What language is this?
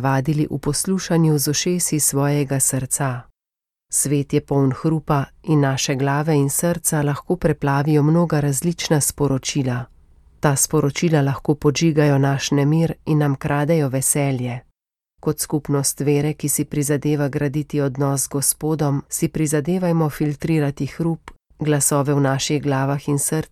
Slovenian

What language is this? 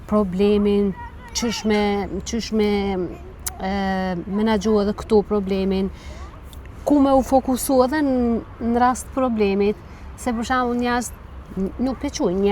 Albanian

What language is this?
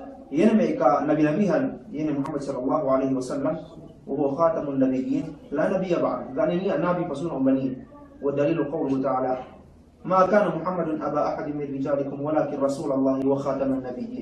Yakan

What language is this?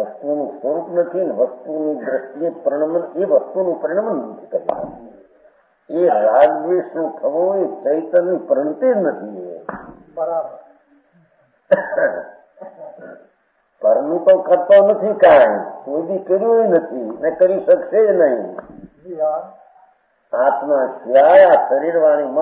Gujarati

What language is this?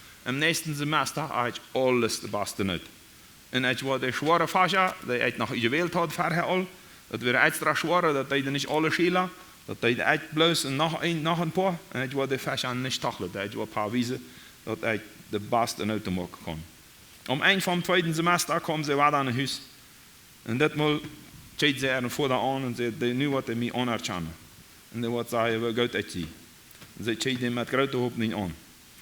Plautdietsch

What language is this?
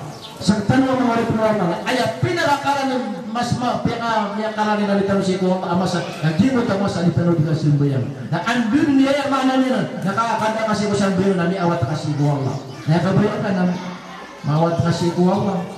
Maranao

